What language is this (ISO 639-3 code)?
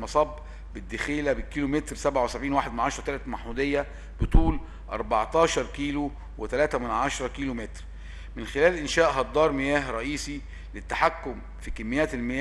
arz